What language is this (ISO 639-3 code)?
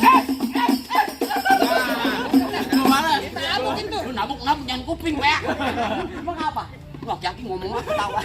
bew